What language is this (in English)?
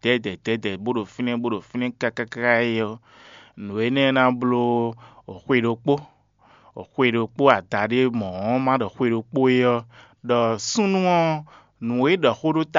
Fon